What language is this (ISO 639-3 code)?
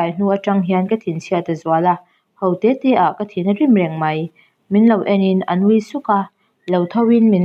lus